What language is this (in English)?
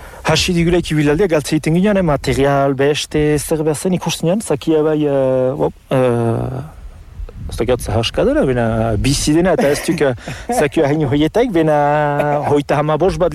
Basque